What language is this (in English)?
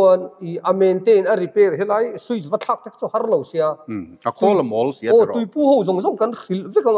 Mizo